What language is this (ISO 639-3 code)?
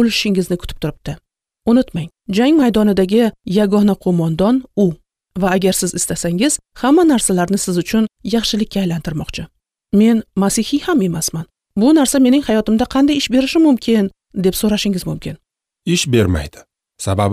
uzb